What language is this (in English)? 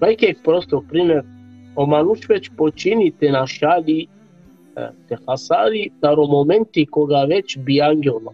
Balkan Romani